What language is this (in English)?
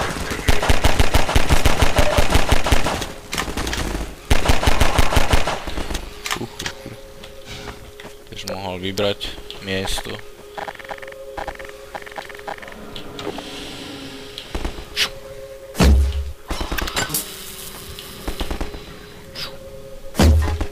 Slovak